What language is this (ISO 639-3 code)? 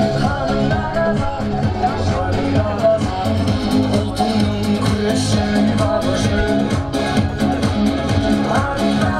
kaz